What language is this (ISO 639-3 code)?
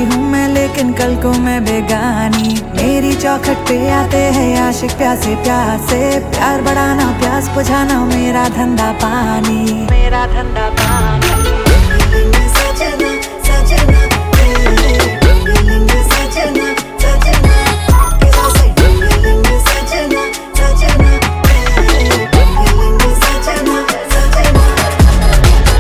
hin